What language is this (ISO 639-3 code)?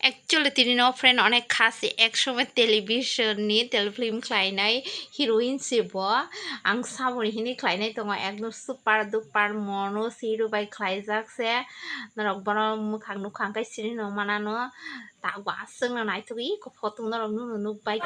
trp